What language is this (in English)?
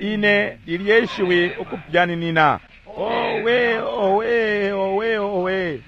Bemba